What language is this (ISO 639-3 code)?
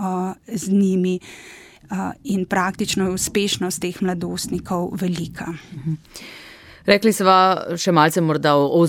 slv